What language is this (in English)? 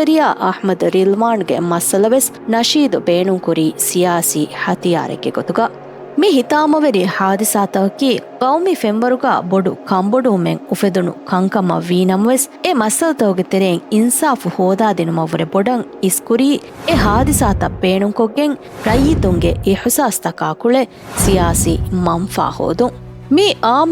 Divehi